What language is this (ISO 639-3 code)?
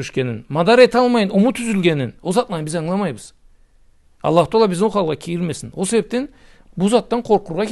krc